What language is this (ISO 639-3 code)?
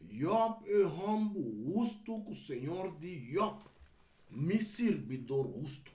pap